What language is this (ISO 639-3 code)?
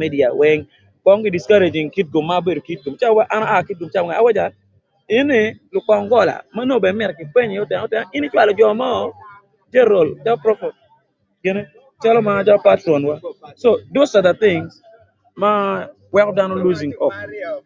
ach